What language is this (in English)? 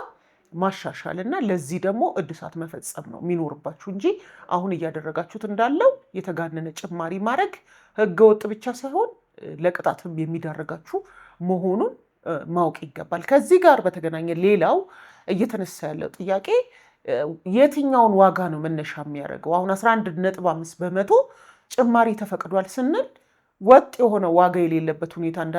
Amharic